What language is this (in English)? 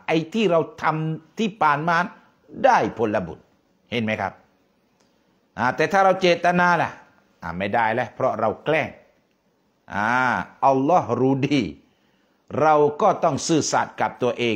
Thai